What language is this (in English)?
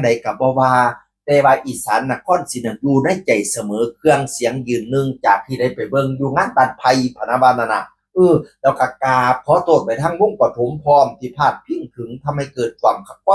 Northeastern Thai